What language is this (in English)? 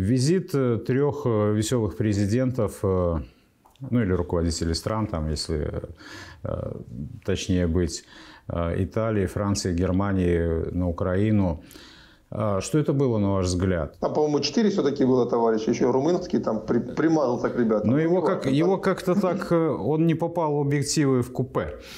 Russian